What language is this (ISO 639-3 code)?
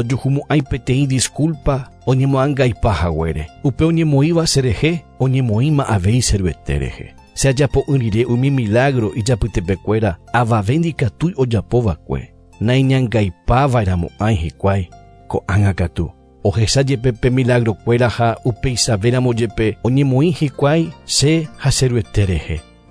grn